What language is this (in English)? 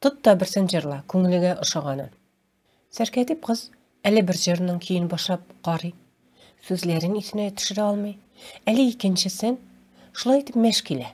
Tatar